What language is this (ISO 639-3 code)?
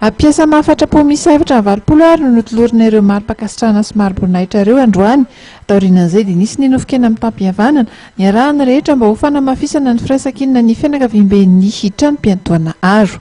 mlg